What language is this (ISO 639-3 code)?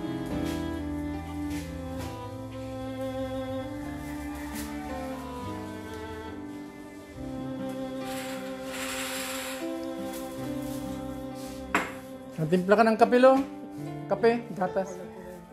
fil